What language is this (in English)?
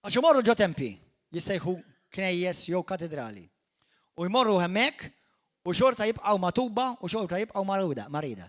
Maltese